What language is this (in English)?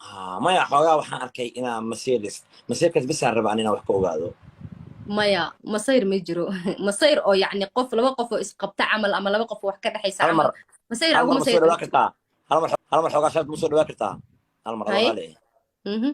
Somali